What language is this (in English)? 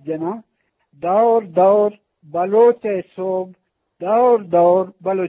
Eastern Balochi